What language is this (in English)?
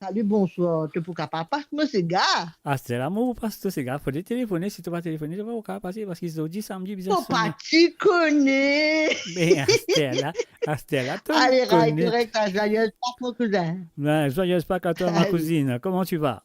Morisyen